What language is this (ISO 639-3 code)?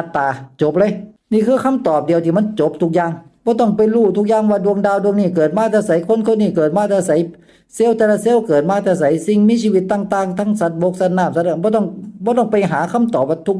tts